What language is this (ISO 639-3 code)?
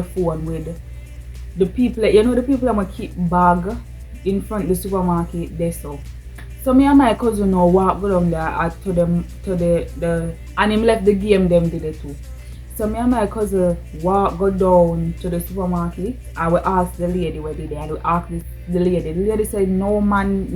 jam